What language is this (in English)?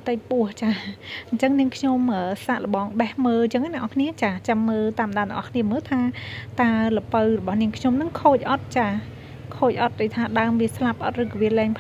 Khmer